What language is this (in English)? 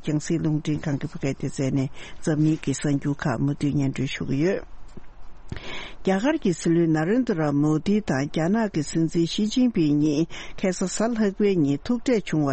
Tibetan